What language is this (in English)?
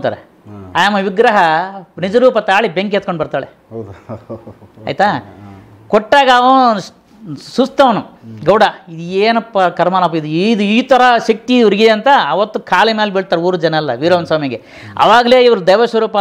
Kannada